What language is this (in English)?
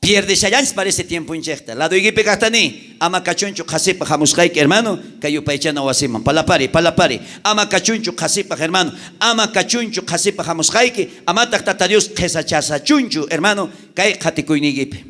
South Bolivian Quechua